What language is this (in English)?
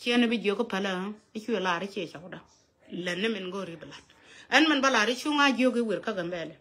Nuer